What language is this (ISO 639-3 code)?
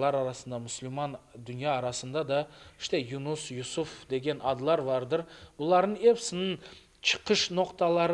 crh